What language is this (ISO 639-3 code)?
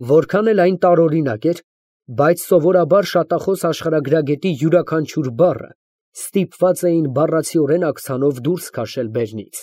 hye